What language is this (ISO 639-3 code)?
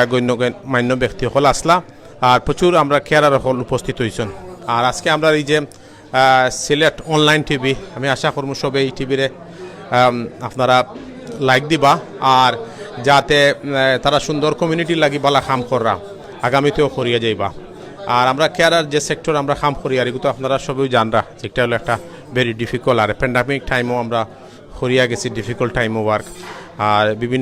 syl